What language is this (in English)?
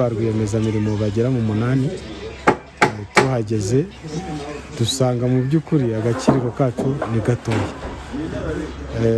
Kinyarwanda